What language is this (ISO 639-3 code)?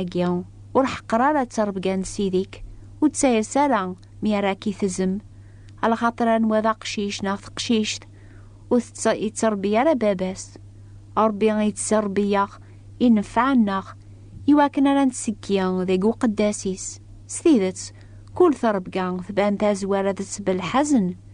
kab